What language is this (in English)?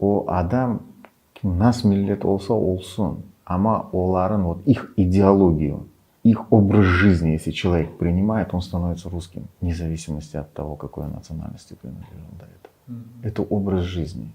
Crimean Tatar